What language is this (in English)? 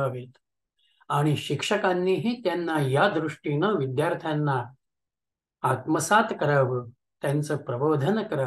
Marathi